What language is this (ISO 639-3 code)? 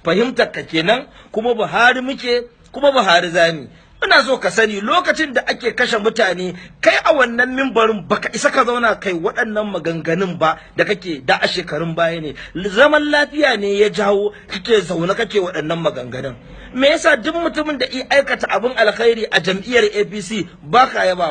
hau